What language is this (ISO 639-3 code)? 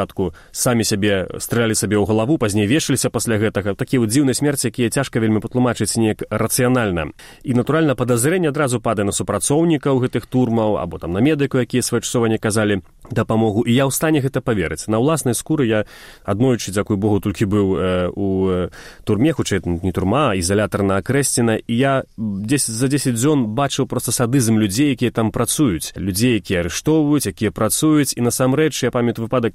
bel